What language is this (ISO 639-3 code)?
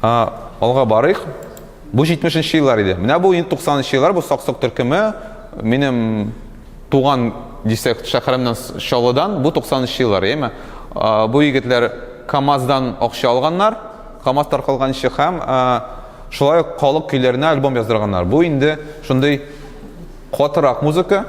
tat